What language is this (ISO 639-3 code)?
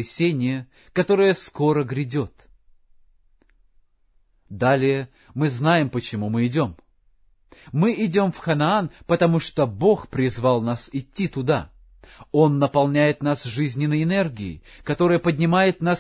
rus